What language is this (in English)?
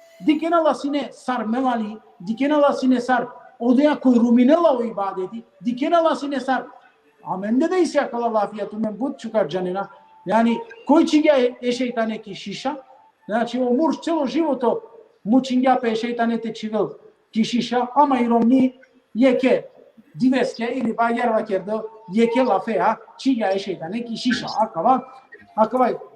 Balkan Romani